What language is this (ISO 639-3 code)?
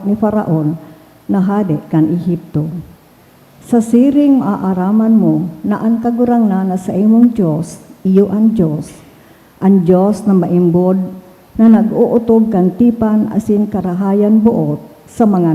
bik